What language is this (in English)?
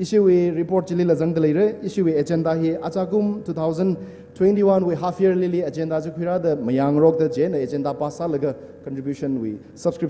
Tangkhul Naga (India)